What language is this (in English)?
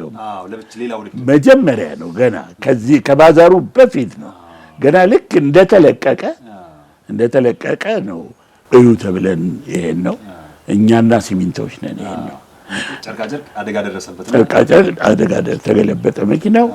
Amharic